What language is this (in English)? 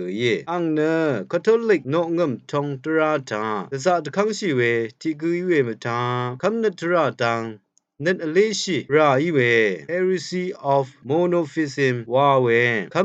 Rawang